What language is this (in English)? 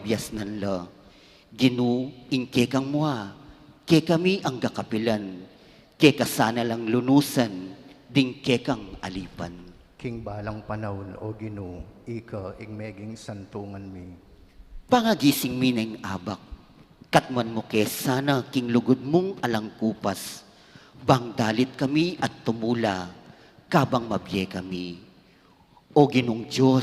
Pampanga